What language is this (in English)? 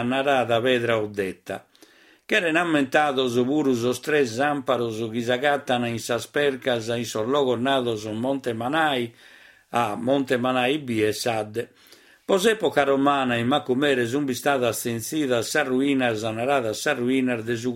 Sardinian